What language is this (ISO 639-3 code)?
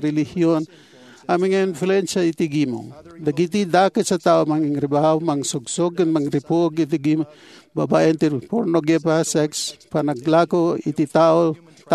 ilo